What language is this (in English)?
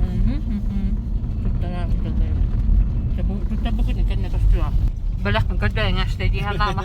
Yakut